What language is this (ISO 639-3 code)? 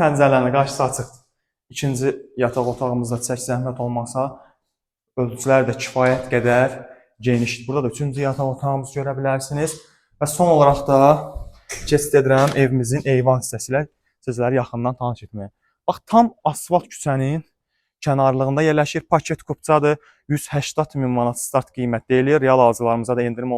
aze